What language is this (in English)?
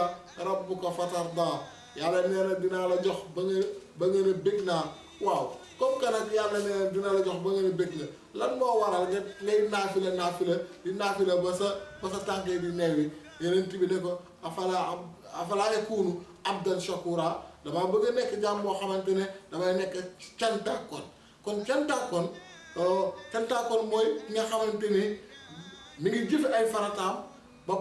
Wolof